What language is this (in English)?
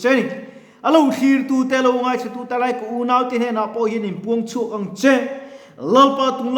Mizo